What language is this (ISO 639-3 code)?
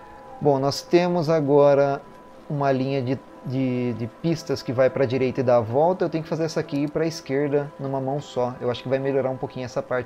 por